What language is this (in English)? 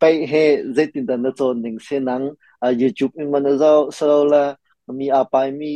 Hakha Chin